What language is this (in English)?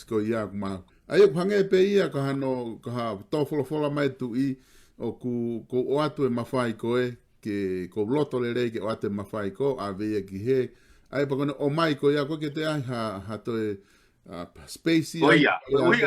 Tongan